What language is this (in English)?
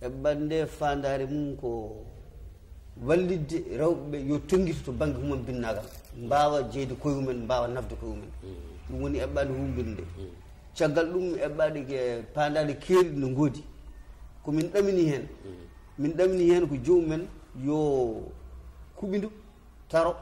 Fula